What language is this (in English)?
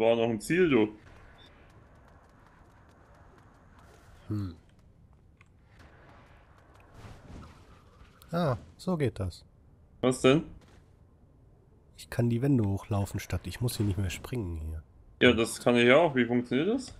German